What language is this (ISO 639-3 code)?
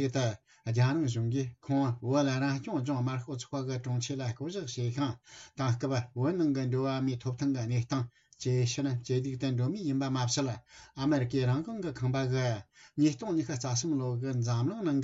bod